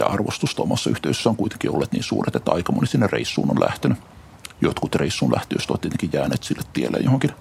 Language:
Finnish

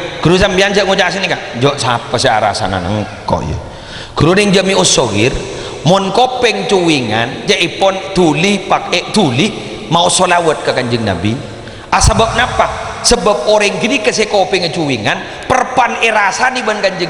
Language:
Madurese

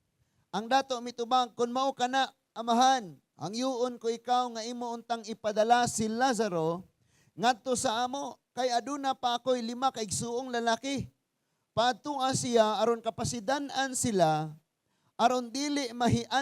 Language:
Cebuano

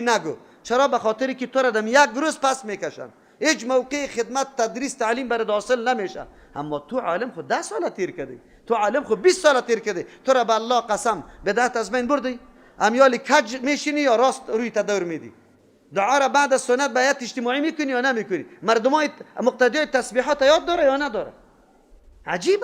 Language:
Persian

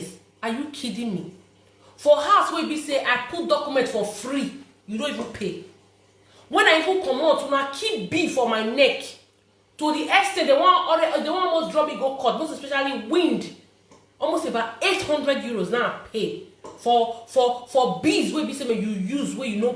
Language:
Nigerian Pidgin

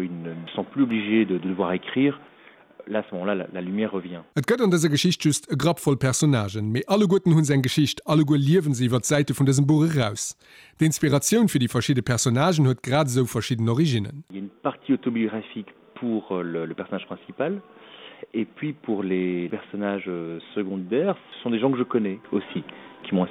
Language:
Luxembourgish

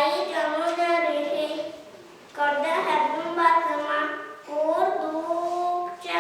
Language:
Yakut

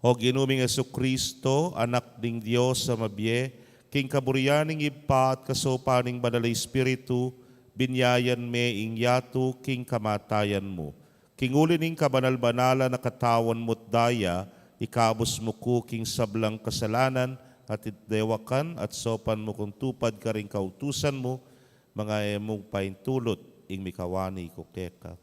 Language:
Pampanga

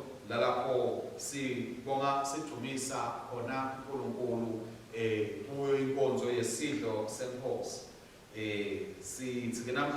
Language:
Swati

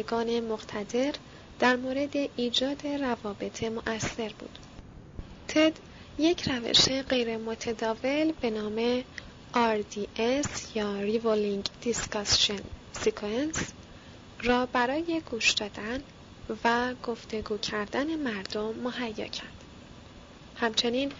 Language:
Persian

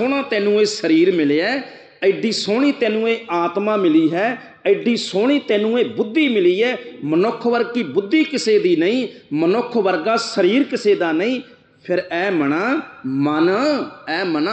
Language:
Punjabi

